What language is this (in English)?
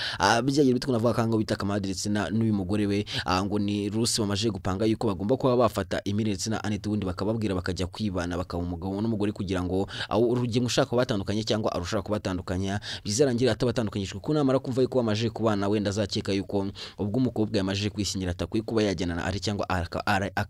Kinyarwanda